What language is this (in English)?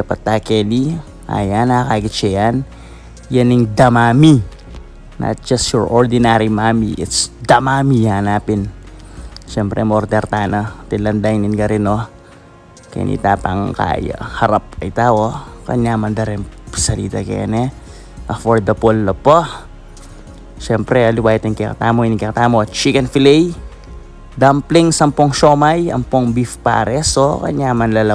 Pampanga